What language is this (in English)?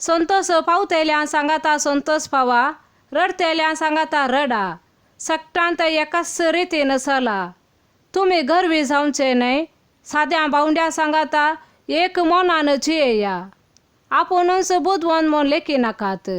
Konkani